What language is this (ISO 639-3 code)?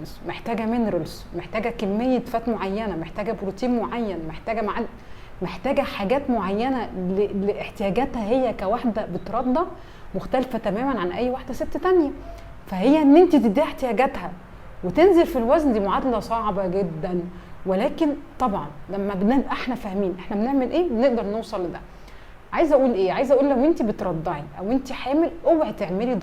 arz